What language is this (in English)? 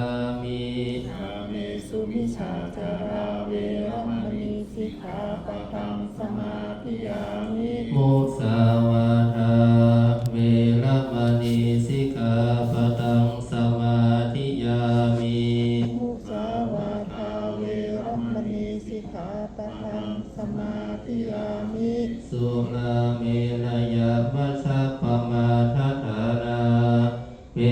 Pali